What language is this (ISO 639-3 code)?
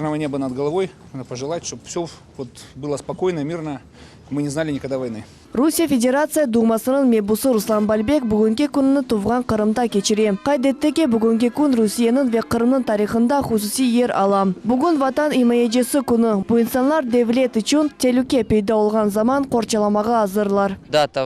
crh